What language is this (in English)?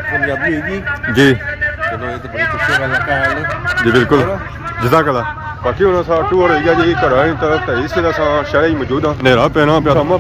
Pahari-Potwari